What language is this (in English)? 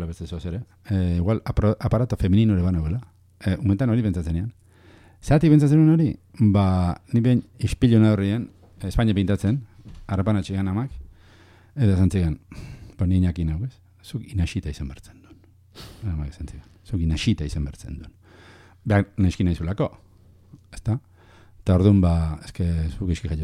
Basque